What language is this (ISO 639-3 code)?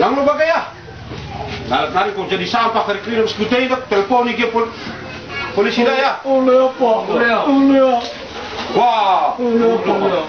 btx